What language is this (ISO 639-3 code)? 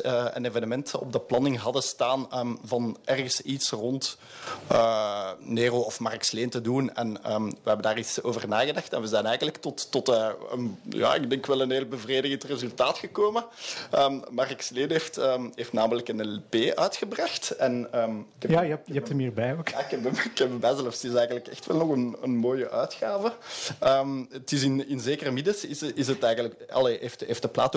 nld